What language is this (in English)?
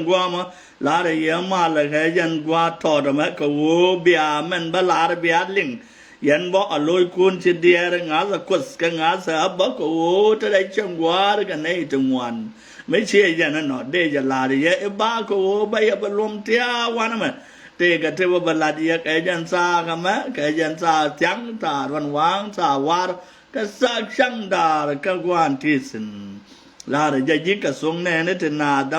Nuer